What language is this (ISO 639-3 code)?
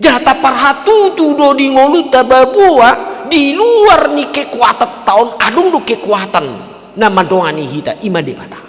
bbc